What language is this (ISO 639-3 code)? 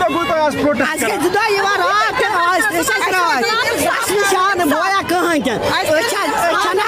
kas